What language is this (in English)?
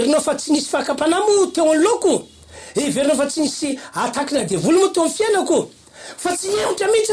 Malagasy